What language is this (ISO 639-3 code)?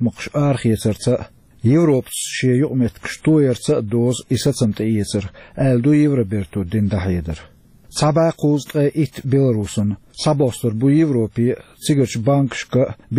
che